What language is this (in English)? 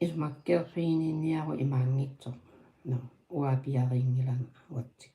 Kalaallisut